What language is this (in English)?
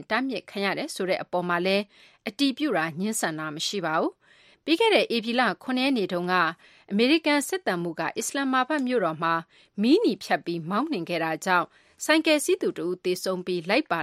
Burmese